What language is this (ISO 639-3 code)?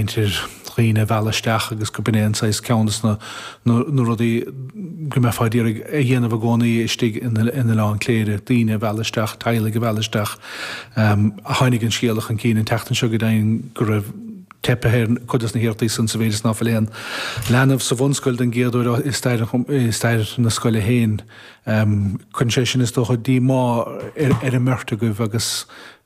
gle